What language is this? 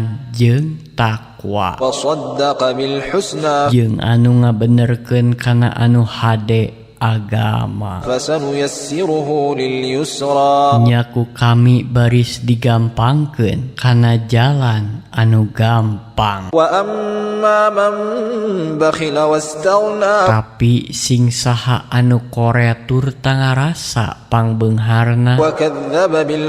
Sundanese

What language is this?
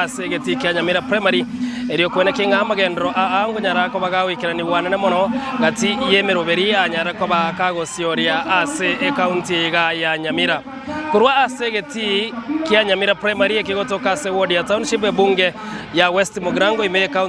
Gusii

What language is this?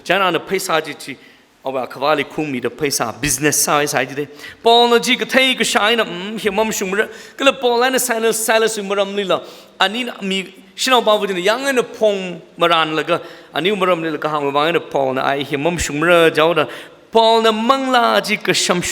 Tangkhul Naga (India)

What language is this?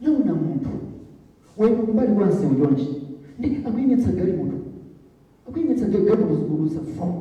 Nyanja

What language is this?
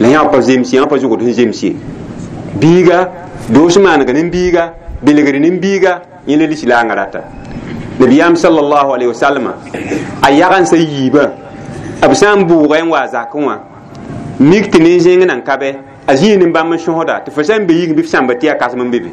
Mossi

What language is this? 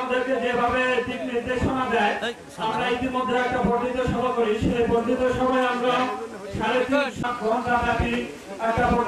Bangla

